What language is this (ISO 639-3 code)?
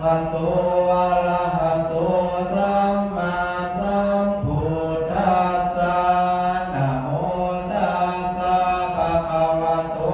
pli